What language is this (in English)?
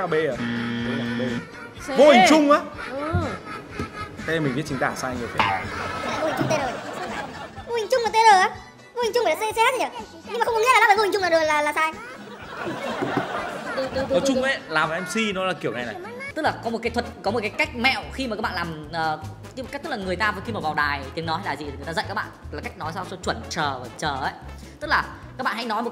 Vietnamese